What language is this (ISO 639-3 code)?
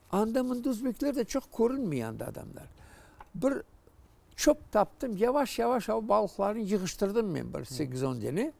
crh